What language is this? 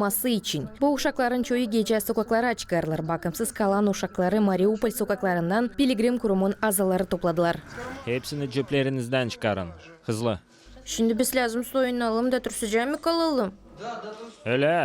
Gagauz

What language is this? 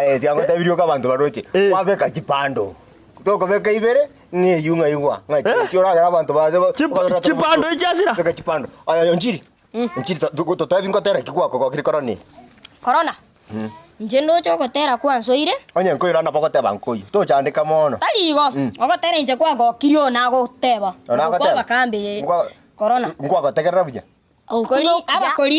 Gusii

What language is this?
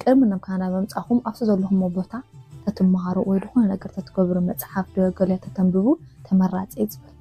Tigrinya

